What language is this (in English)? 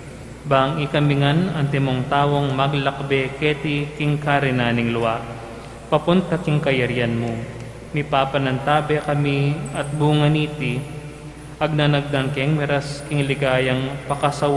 Pampanga